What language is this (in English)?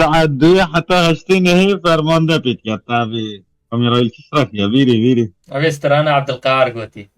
Kurdish